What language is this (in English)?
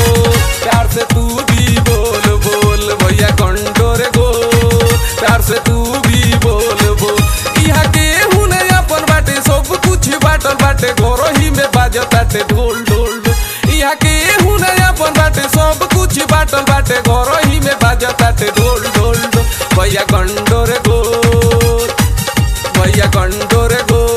Bhojpuri